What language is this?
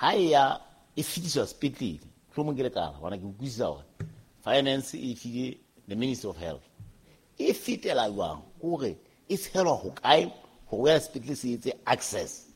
Southern Sotho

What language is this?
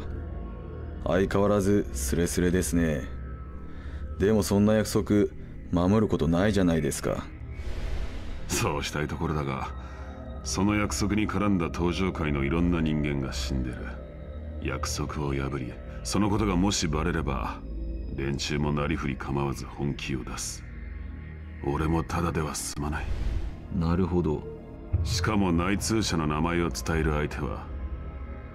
Japanese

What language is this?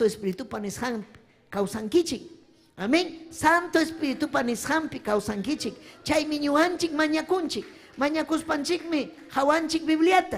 Ayacucho Quechua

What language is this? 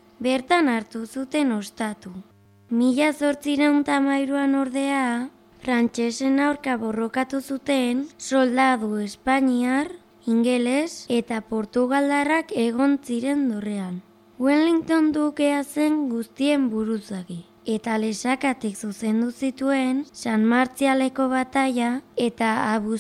Basque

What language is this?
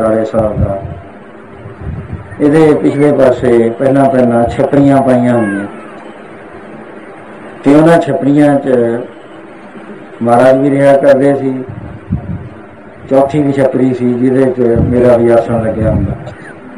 Punjabi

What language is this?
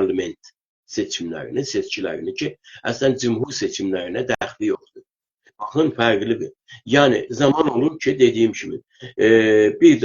South Azerbaijani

